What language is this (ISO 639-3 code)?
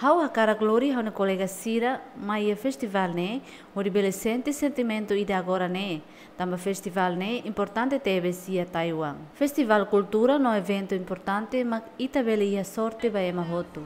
tet